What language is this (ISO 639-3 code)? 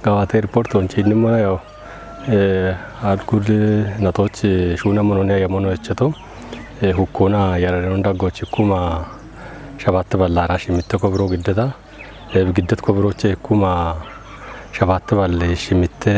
kbr